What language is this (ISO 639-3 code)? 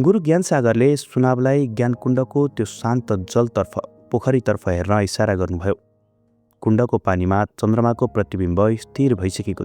nep